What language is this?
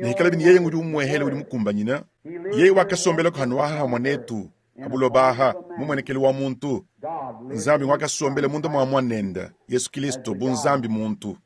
Luba-Lulua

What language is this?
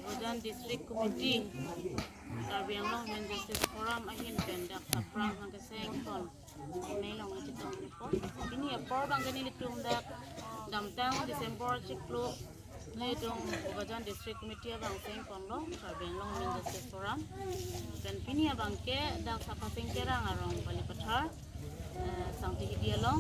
Karbi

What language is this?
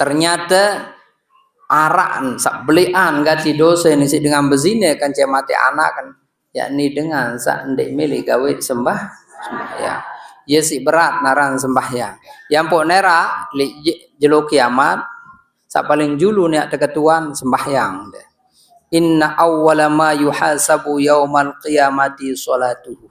Sasak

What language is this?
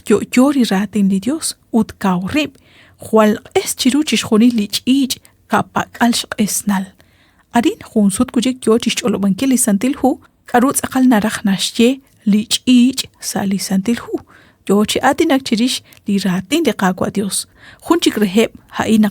Kekchí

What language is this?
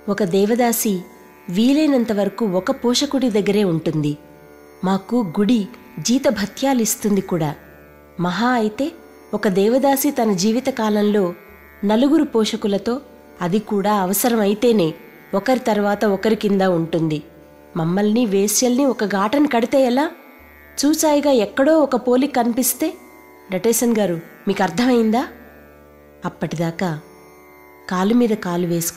Telugu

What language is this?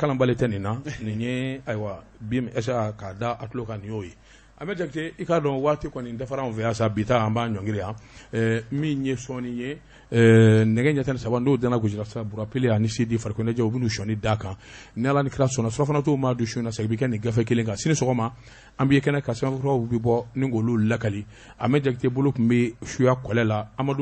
Bambara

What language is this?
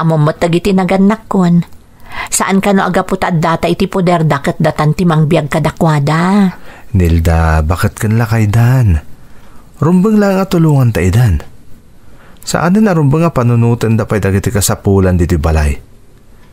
Iloko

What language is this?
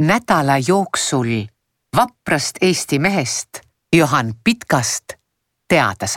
Estonian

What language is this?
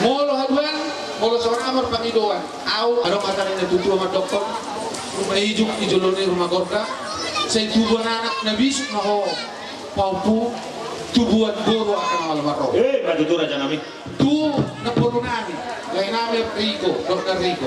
Batak Toba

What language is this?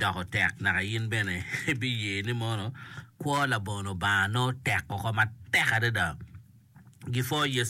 Acoli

